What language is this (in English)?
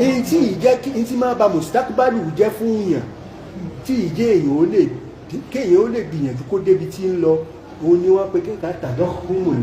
Yoruba